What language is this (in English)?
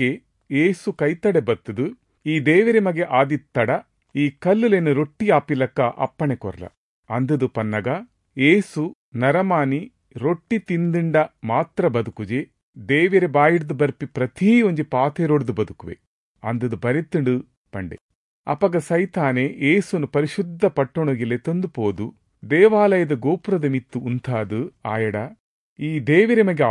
Tulu